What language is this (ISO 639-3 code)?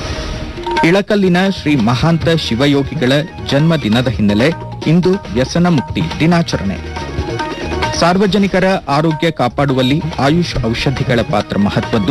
kan